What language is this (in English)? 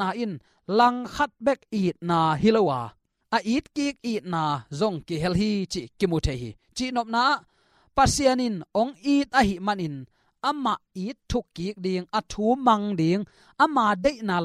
Tedim Chin